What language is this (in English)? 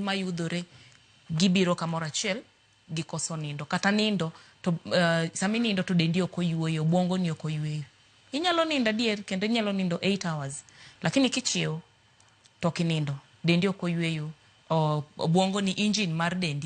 Luo (Kenya and Tanzania)